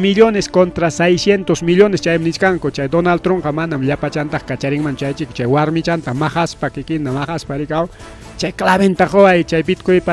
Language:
Ayacucho Quechua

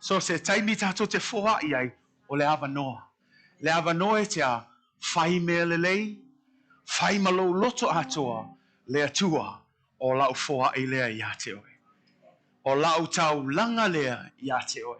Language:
Samoan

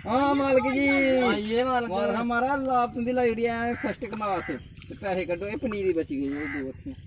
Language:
Dogri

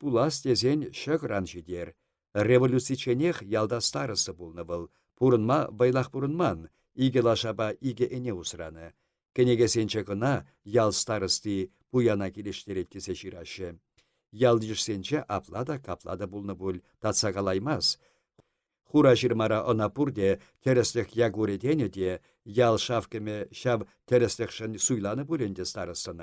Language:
Chuvash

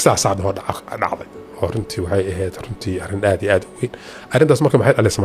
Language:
Somali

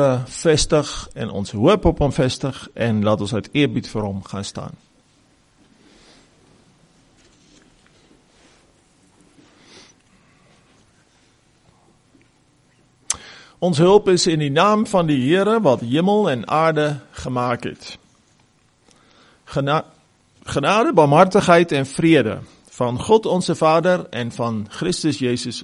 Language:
Afrikaans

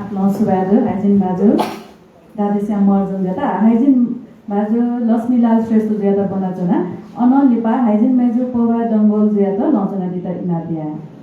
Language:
Newari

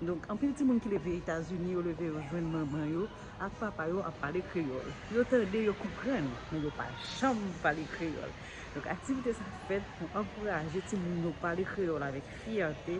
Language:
Haitian Creole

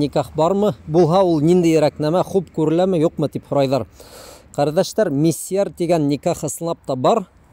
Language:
Bashkir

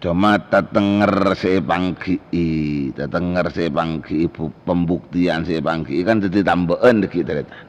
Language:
Madurese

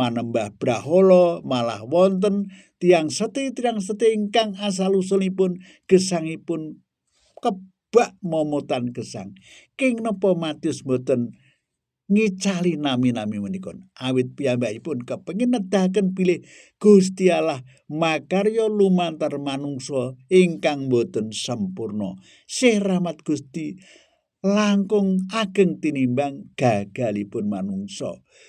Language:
Javanese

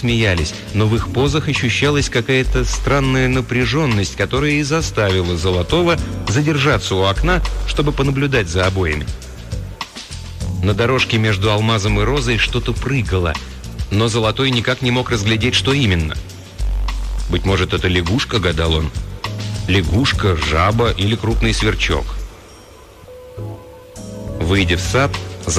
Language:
Russian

